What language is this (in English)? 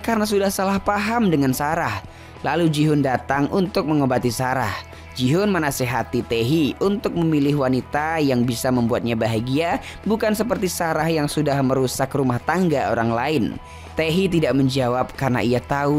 Indonesian